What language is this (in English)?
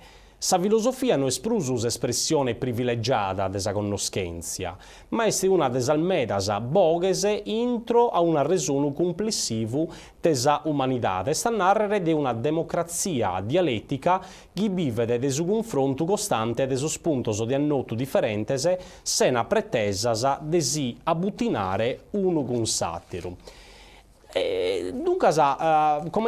Sardinian